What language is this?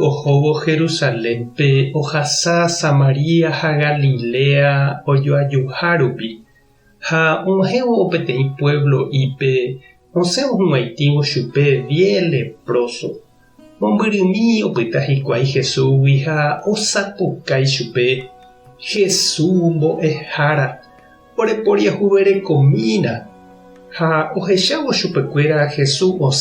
Guarani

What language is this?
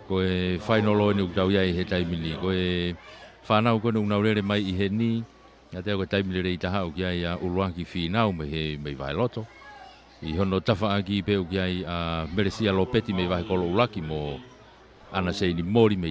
Tongan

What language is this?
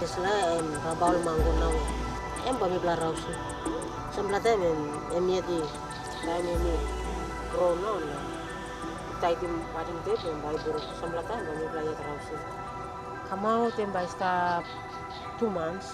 Tok Pisin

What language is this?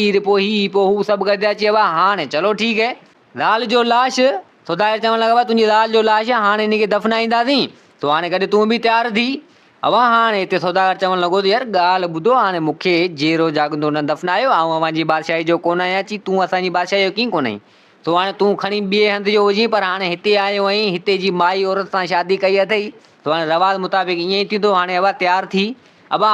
Sindhi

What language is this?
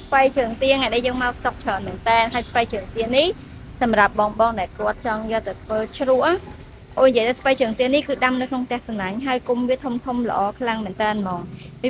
Khmer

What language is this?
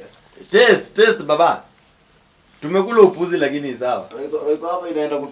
Swahili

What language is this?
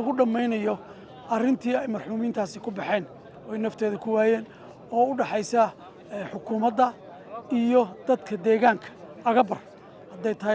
Somali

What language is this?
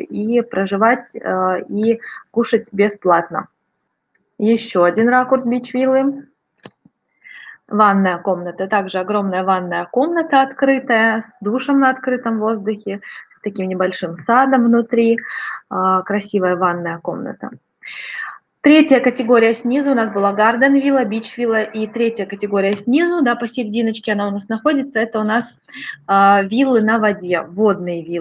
Russian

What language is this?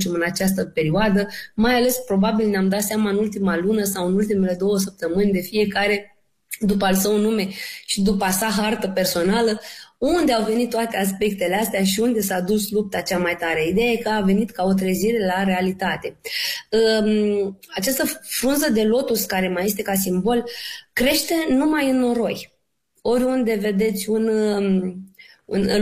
Romanian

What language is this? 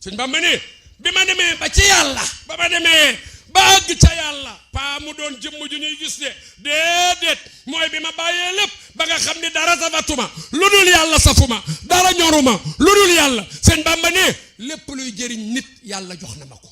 Wolof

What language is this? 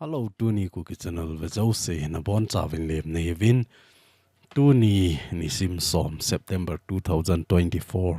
Thado Chin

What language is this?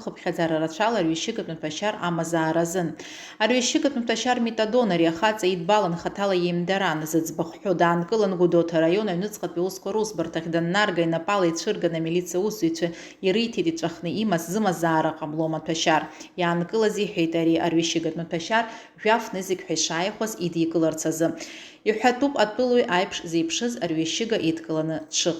Abkhazian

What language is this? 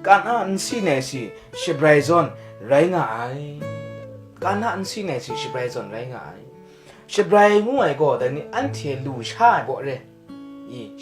Kachin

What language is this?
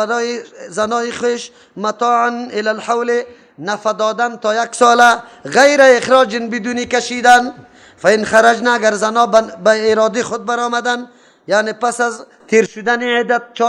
Persian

